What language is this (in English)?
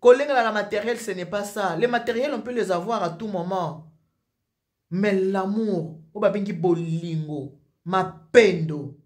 Lingala